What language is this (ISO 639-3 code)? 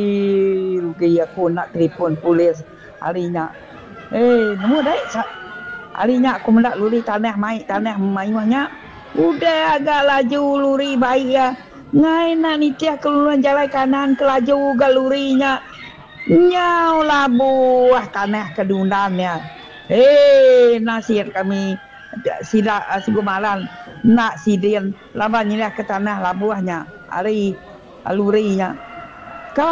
iba